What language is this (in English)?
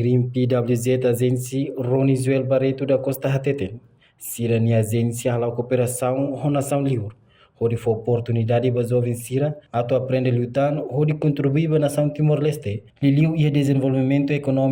Tetum